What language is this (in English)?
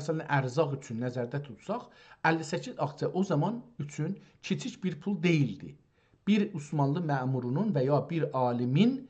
South Azerbaijani